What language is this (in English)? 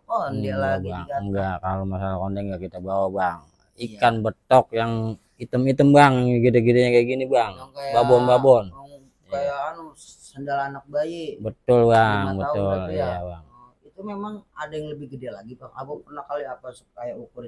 Betawi